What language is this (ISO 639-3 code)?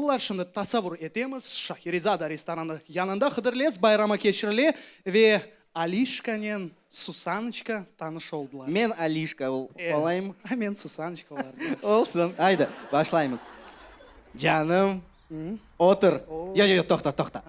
crh